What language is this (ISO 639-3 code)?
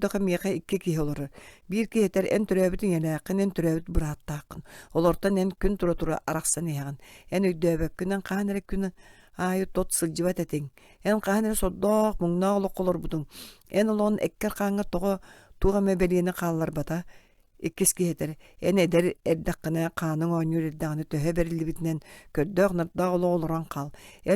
sah